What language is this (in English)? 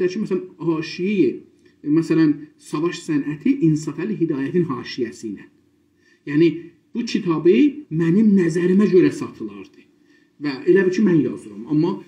South Azerbaijani